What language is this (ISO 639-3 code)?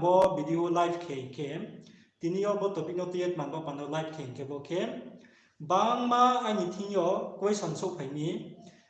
ria